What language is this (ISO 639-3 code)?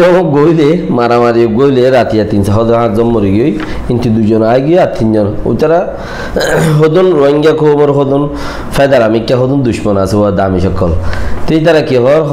rhg